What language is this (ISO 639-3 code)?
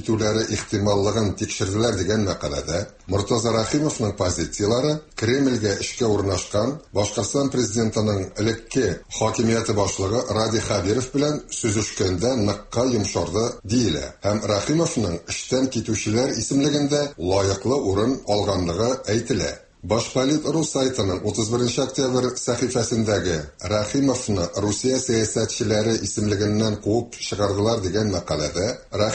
tat